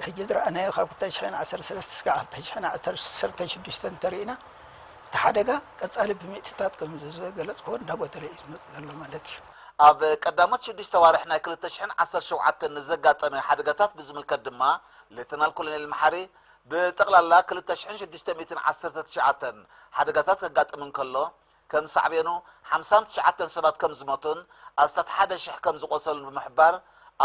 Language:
Tigrinya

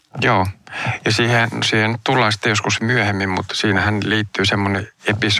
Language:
Finnish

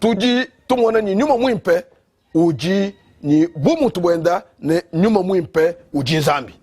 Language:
Luba-Lulua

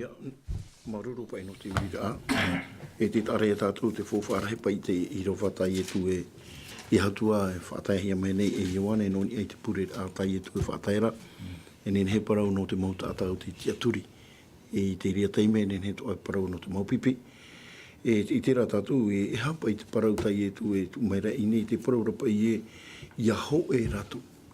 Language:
Tahitian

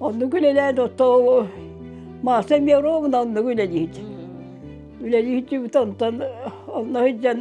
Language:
Yakut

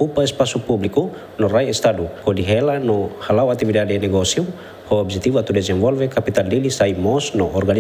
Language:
Tetum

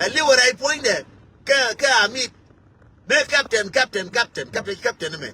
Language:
Nuer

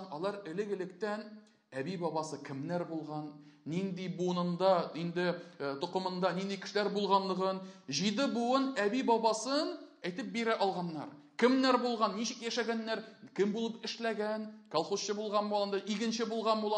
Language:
Tatar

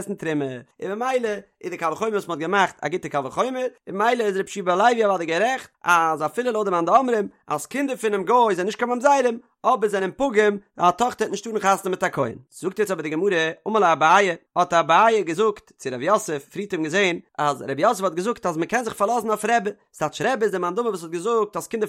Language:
Yiddish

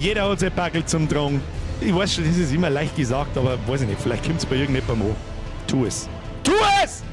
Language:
Bavarian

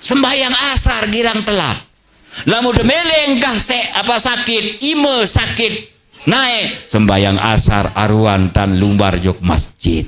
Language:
Sasak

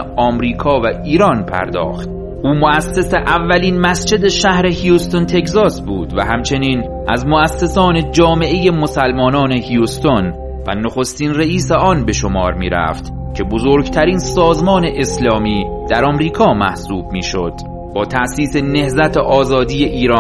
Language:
Persian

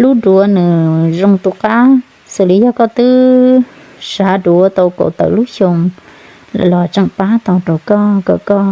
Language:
Hmong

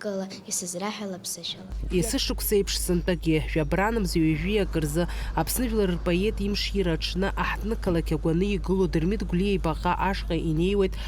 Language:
Abkhazian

